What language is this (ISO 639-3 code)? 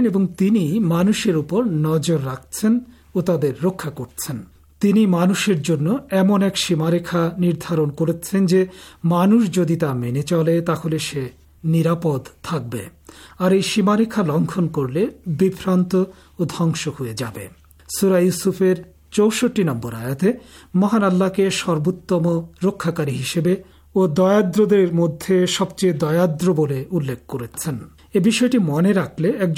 ben